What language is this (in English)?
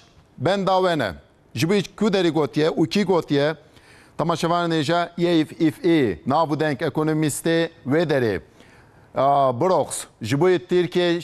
Kurdish